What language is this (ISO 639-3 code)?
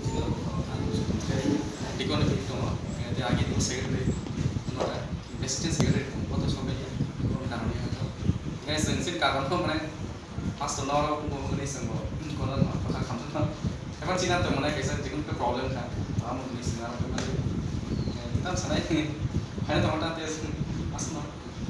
trp